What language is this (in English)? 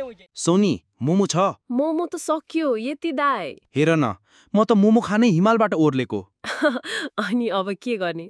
Nepali